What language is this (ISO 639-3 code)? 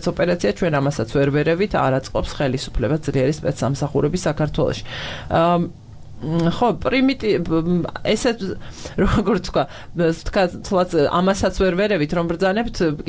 kat